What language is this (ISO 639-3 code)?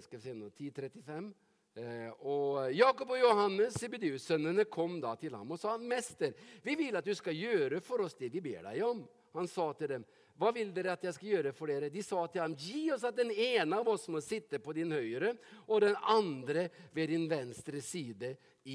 nor